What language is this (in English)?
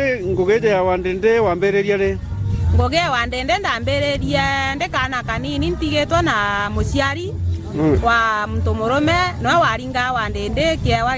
Meru